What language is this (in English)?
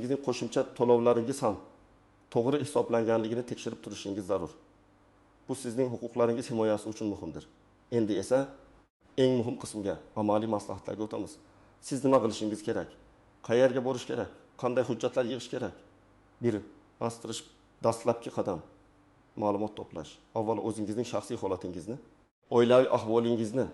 Uzbek